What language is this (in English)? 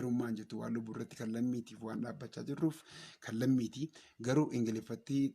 Oromo